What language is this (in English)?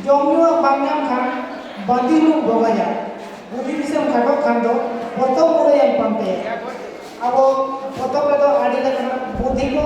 Santali